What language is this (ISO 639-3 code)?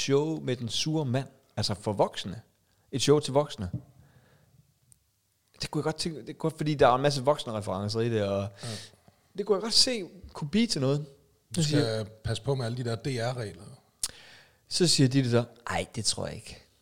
dan